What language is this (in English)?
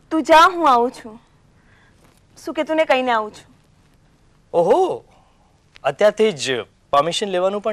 Gujarati